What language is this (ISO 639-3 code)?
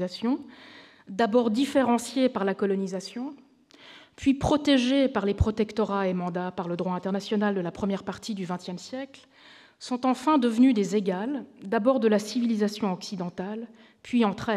fra